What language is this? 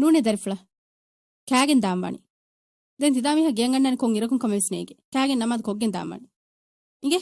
Divehi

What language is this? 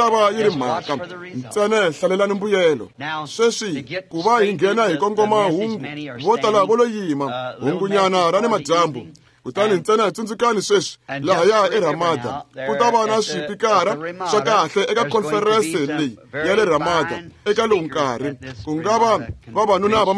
Tsonga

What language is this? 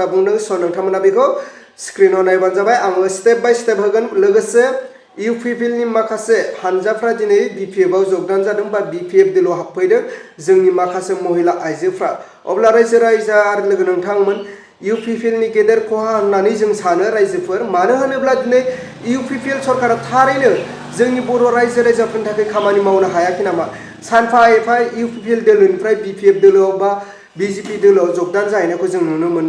Bodo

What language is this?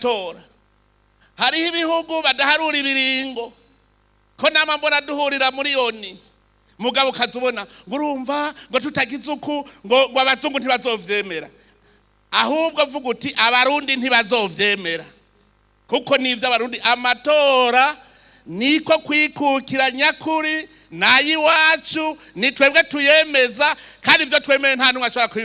Rundi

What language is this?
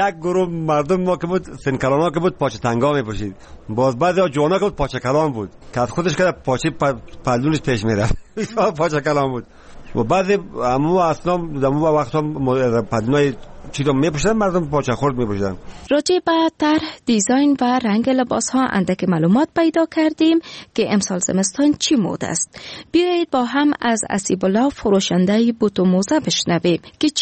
Persian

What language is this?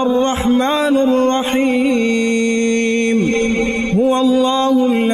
Ngazidja Comorian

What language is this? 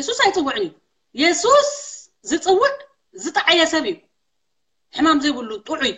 Tigrinya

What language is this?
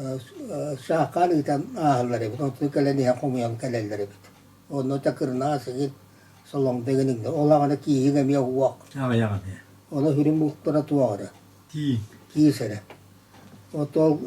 Yakut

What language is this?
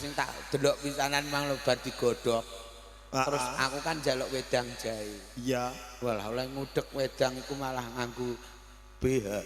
Javanese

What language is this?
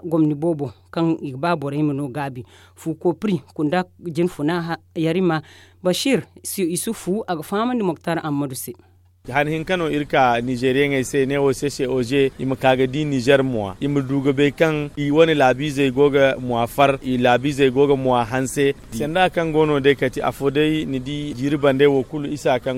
Zarma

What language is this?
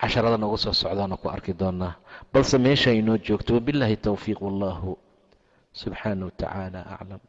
Somali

